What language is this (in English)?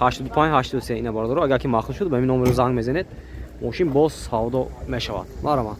Tajik